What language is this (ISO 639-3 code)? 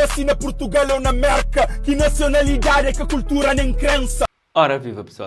kea